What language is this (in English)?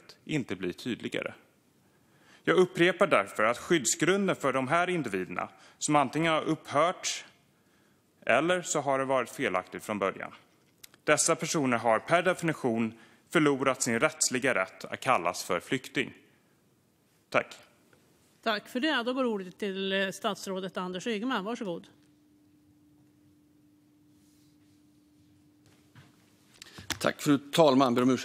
Swedish